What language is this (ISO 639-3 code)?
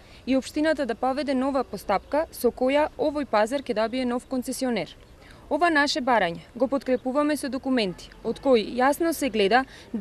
mkd